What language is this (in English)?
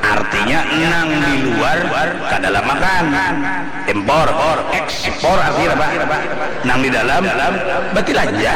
Banjar